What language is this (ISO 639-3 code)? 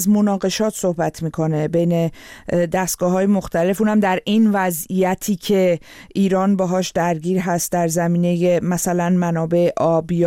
fas